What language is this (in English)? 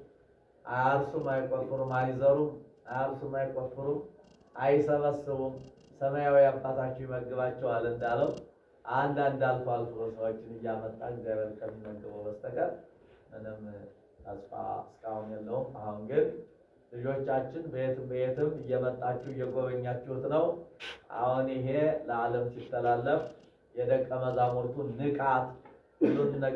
Amharic